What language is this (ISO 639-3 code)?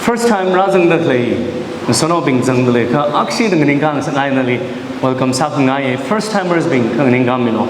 nmf